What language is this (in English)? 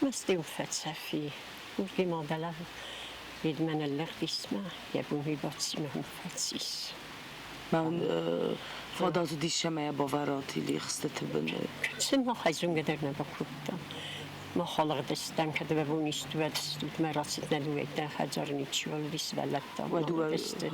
Ossetic